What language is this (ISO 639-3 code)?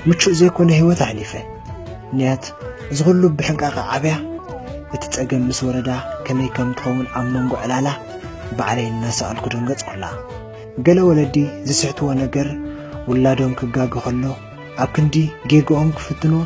tir